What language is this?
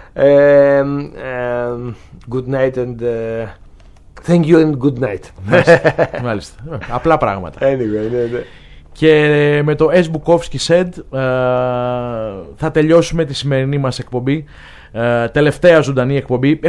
Greek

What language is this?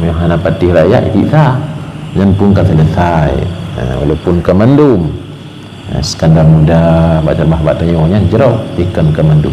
Achinese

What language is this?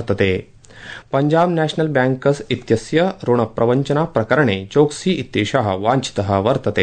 Sanskrit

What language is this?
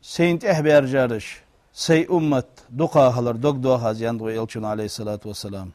Ingush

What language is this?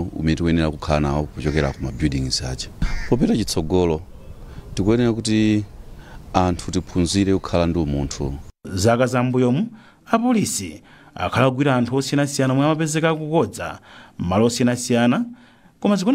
Nyanja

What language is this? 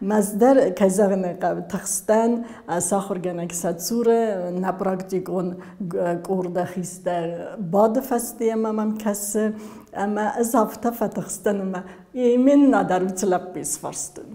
Ossetic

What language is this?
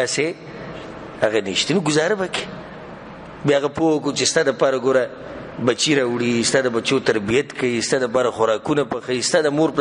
Pashto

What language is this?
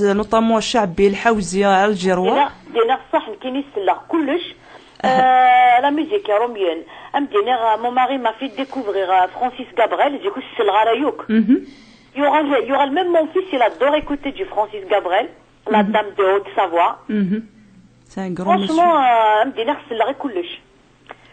Kabyle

